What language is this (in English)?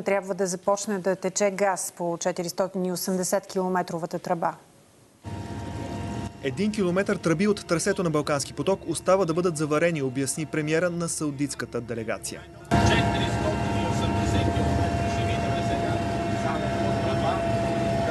Bulgarian